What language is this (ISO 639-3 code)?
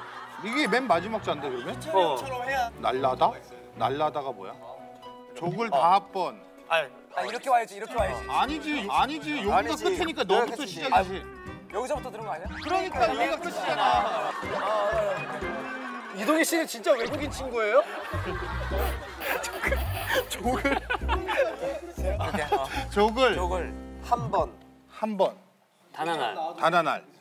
kor